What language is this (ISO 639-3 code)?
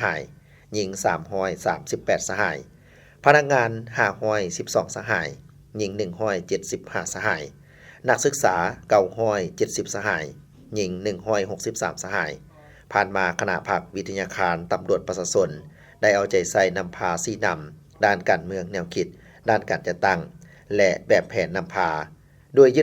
lao